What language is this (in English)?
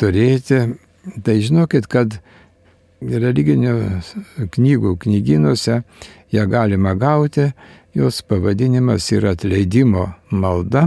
Lithuanian